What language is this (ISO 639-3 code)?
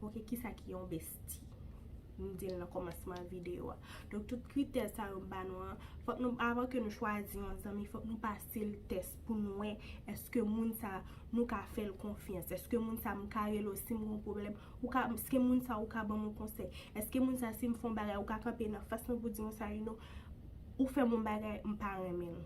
hat